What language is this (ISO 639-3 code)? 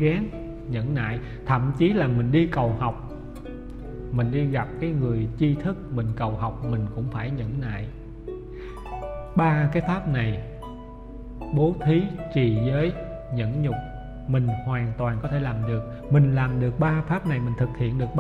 vie